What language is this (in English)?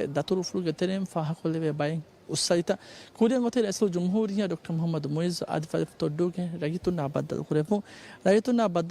Divehi